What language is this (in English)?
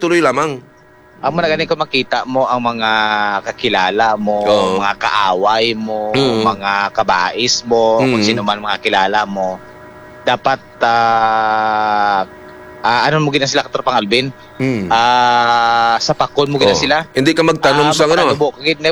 Hiligaynon